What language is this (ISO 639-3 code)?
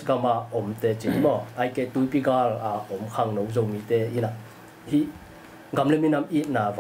ctd